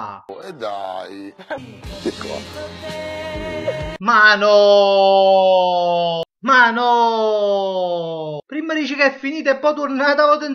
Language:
Neapolitan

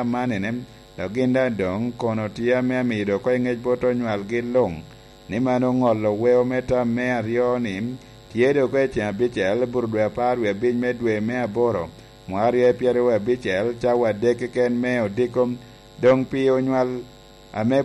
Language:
Lango (Uganda)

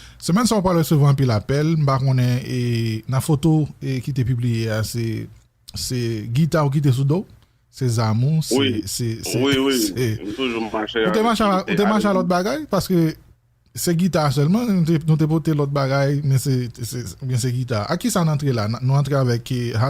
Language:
Haitian Creole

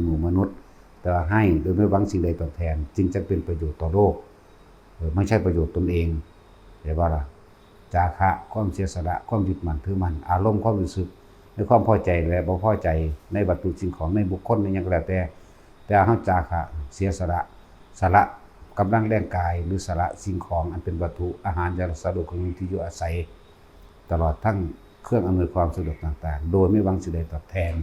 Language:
Northeastern Thai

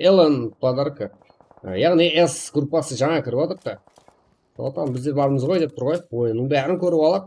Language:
Kara-Kalpak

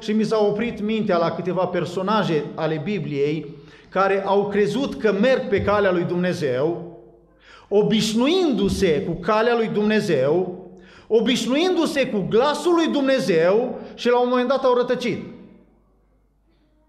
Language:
Romanian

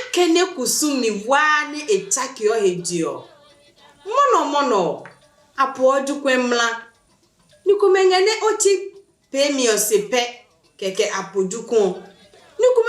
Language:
Adangme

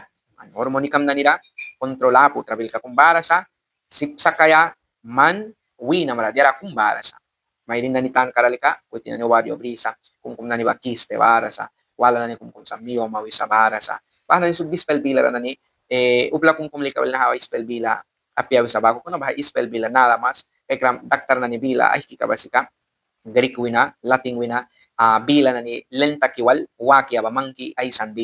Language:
Mískito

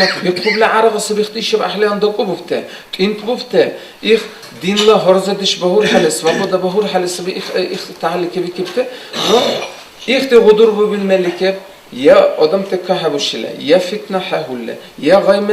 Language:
Dargwa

